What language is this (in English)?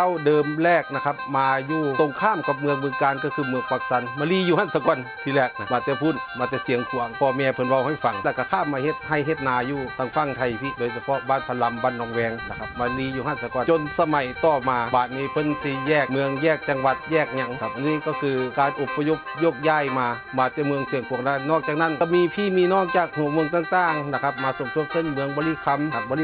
Northeastern Thai